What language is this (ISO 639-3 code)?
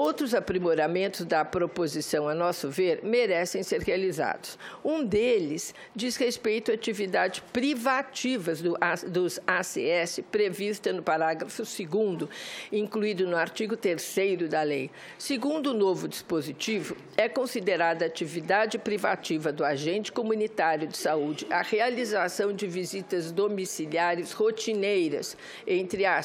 por